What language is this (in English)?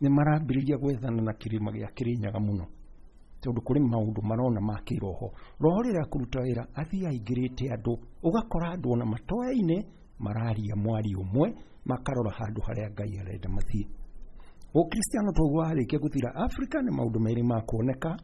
Kikuyu